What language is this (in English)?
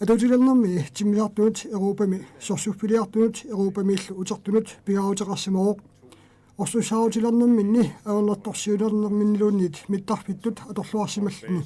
Kalaallisut